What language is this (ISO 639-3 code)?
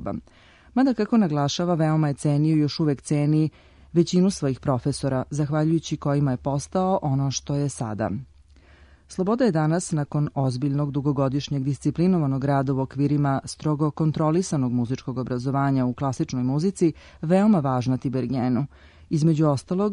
srp